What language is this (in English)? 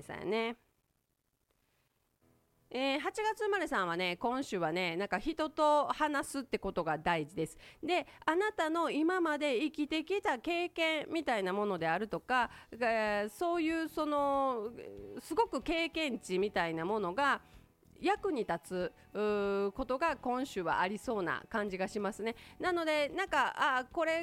Japanese